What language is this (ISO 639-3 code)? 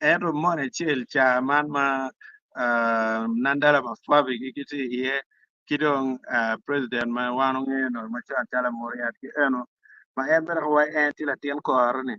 ach